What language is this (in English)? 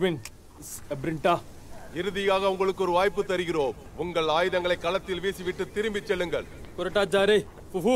Tamil